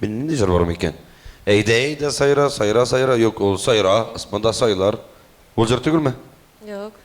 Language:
Tatar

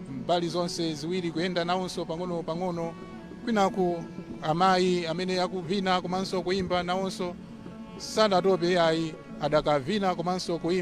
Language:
Nyanja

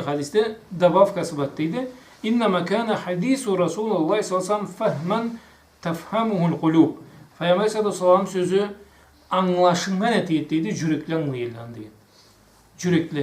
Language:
Karachay-Balkar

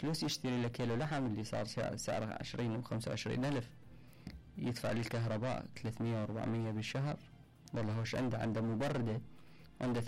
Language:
Mesopotamian Arabic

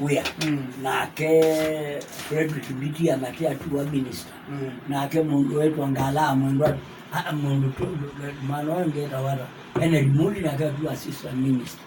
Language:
Kamba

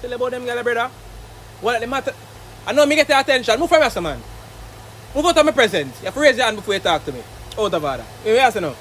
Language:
Jamaican Creole English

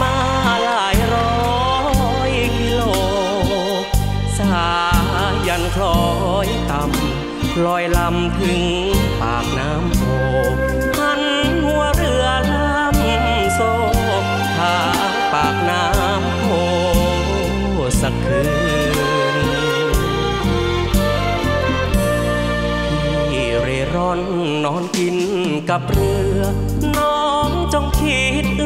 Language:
Thai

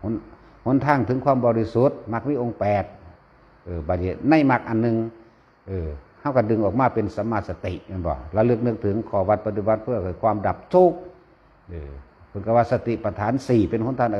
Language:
Northeastern Thai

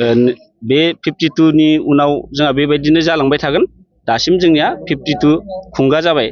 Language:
Bodo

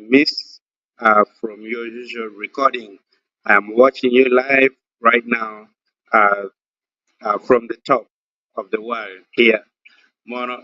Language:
Acoli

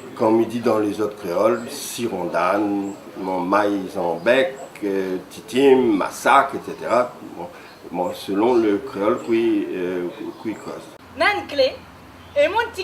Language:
Réunion Creole French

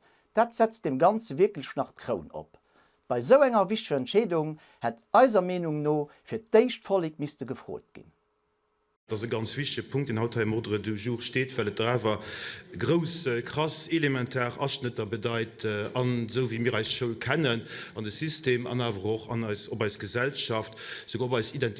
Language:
Luxembourgish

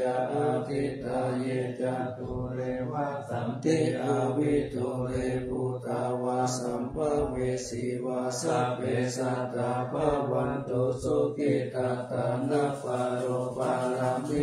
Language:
Pali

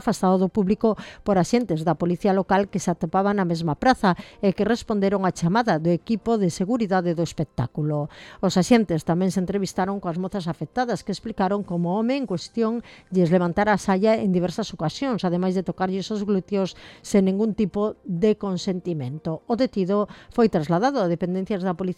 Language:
Galician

